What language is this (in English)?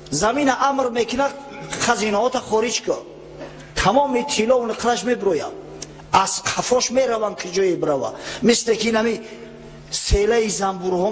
Tajik